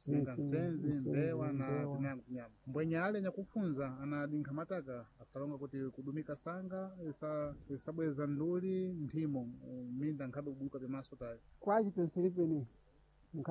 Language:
Sena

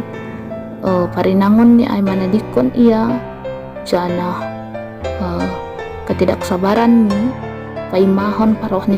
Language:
Batak Simalungun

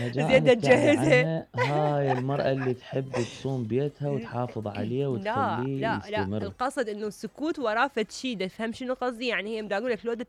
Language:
Mesopotamian Arabic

